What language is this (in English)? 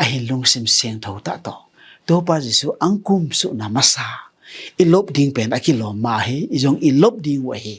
Tedim Chin